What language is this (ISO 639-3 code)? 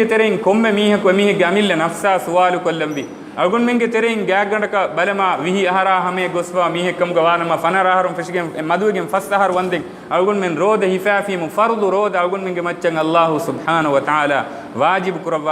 div